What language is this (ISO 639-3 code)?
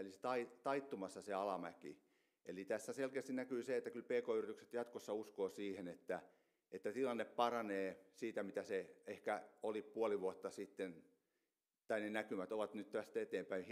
fin